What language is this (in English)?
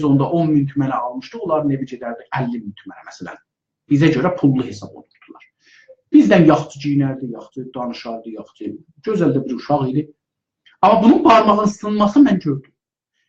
South Azerbaijani